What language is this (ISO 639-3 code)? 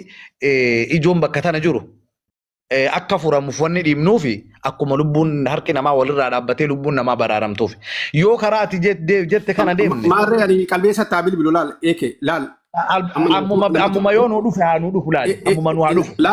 orm